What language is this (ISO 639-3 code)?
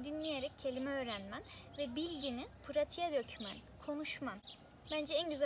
tur